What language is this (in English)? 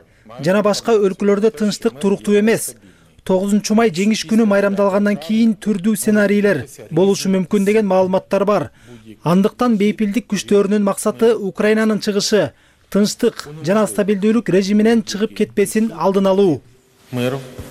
Kyrgyz